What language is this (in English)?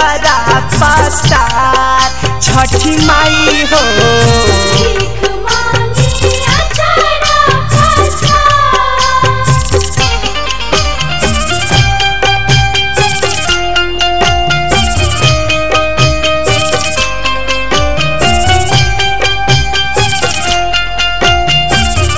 Bhojpuri